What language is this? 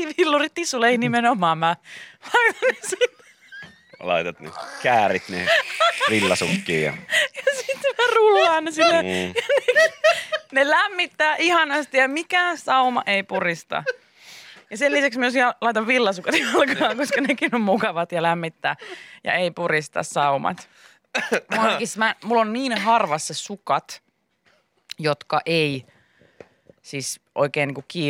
Finnish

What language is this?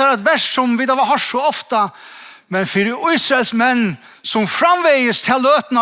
Faroese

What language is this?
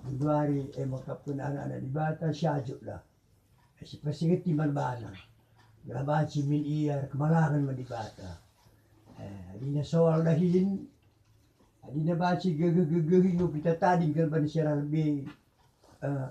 Batak Karo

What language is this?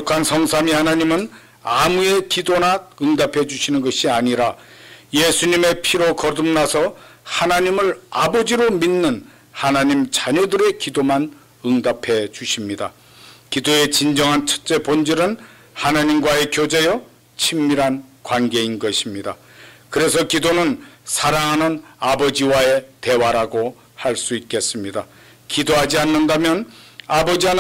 Korean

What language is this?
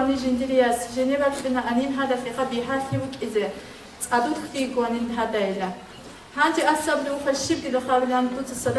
Avaric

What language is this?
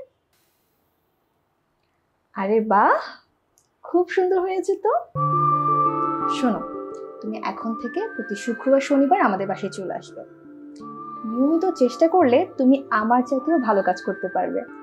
Bangla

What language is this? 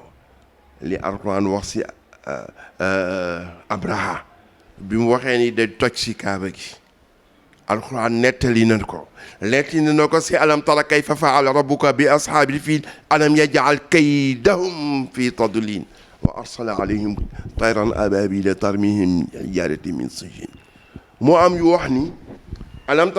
Wolof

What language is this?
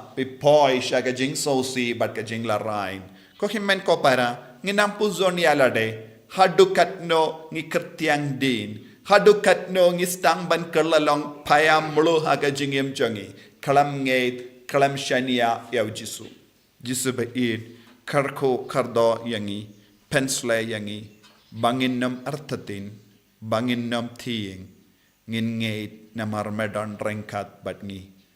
Khasi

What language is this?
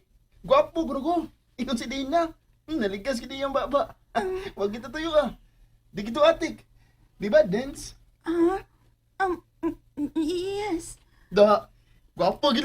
Cebuano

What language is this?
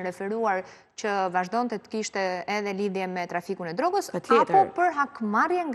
Albanian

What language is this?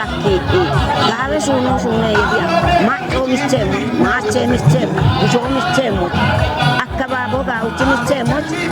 Kafa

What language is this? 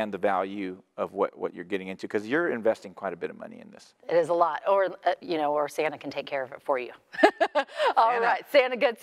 English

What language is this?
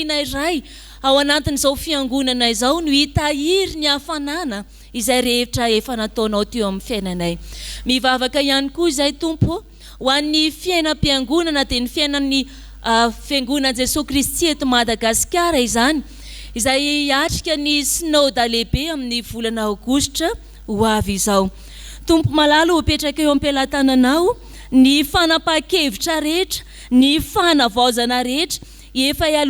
Malagasy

